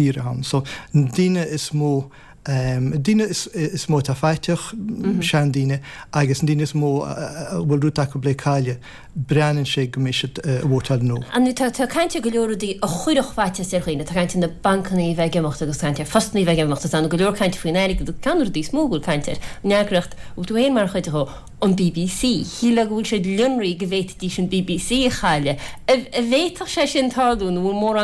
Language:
Irish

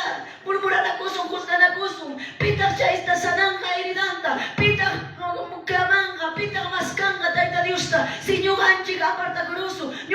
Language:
Quechua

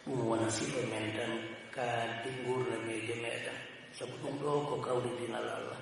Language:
Fula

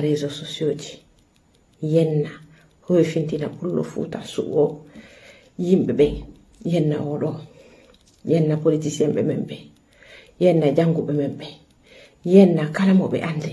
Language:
Fula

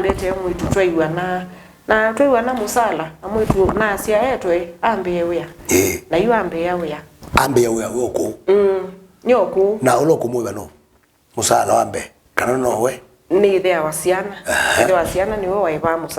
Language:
Kamba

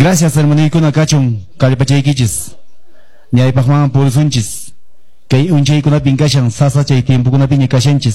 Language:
Quechua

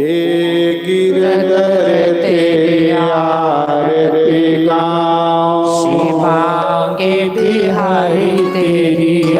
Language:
Dogri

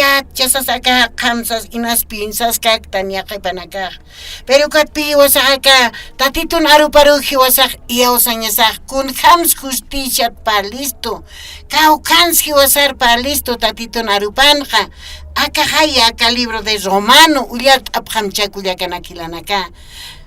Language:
Aymara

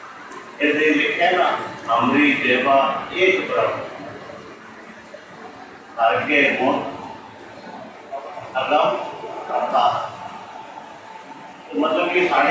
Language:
Punjabi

